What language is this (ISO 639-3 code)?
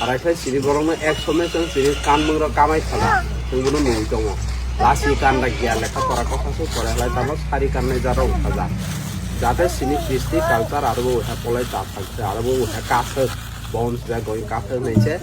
trp